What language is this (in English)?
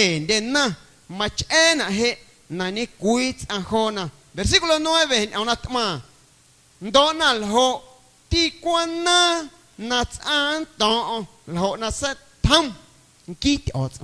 Guerrero Amuzgo